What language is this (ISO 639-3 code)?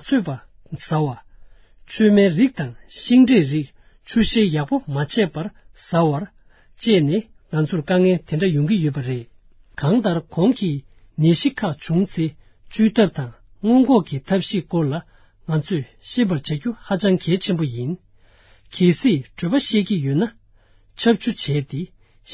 bod